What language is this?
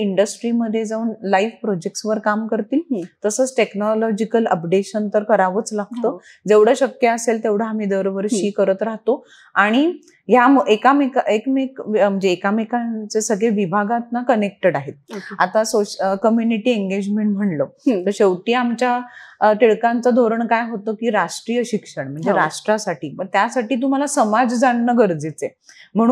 Marathi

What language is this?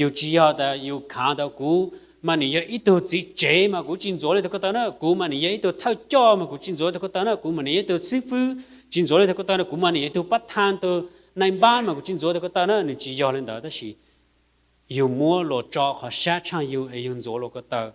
Hmong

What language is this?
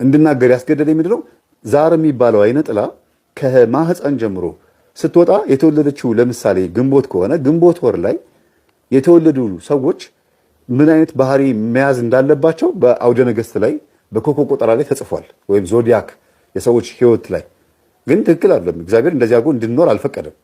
Amharic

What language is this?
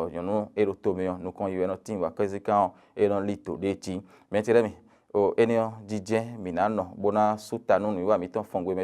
Fon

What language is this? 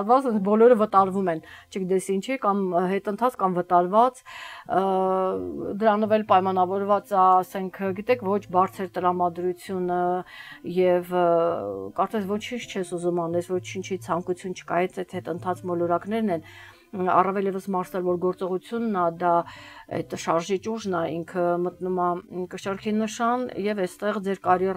Armenian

